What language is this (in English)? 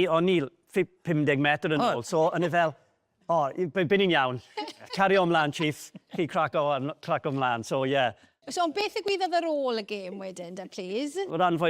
Welsh